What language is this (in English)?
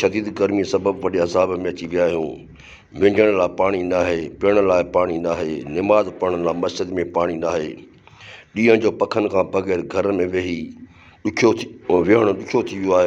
Sindhi